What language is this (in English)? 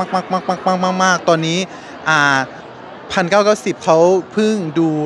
Thai